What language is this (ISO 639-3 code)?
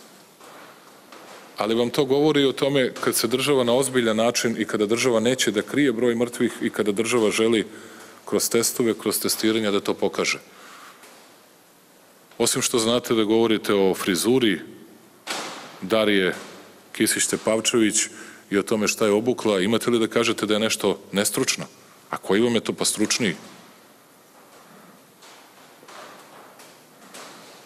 srp